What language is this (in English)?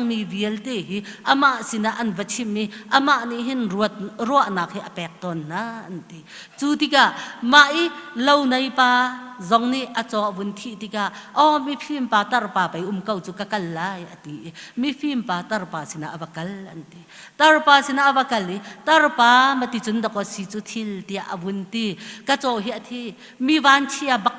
Hakha Chin